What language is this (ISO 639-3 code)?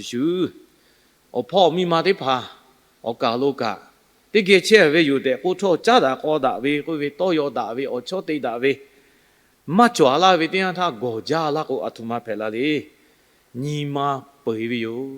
lhu